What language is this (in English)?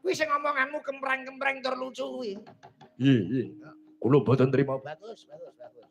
Javanese